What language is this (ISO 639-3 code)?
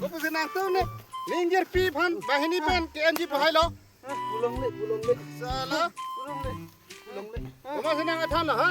mjw